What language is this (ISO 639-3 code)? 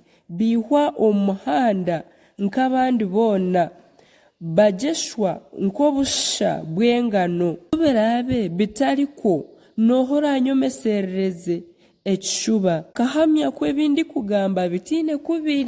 nyn